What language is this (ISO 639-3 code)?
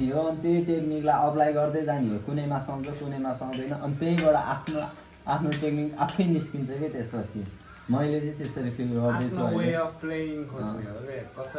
nep